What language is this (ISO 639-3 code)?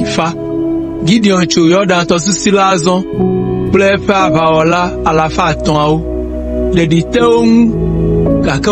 ewe